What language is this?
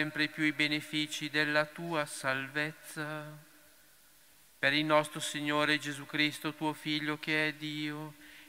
Italian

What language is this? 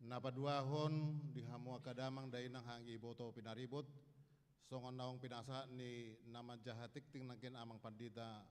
Batak Toba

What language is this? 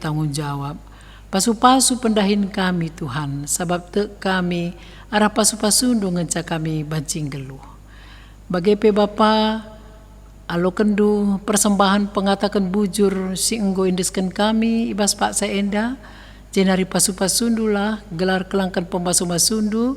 Batak Karo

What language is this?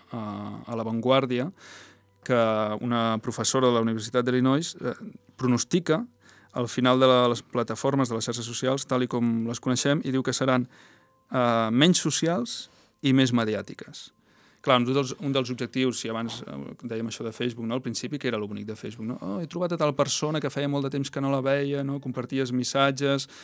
Catalan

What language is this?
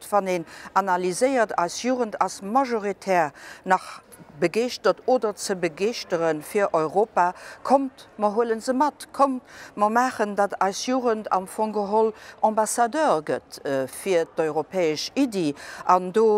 Luxembourgish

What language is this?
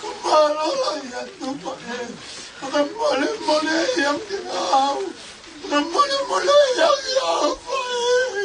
Tongan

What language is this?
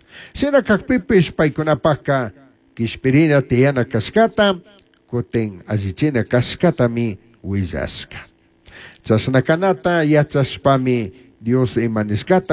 Chimborazo Highland Quichua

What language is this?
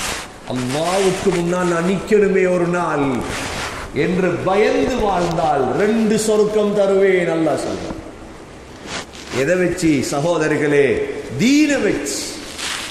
Tamil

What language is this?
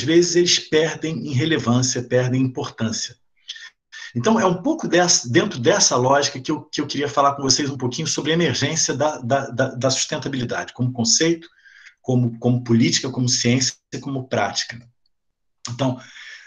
Portuguese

